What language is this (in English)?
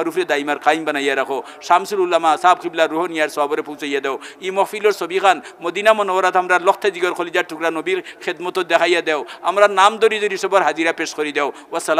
Sylheti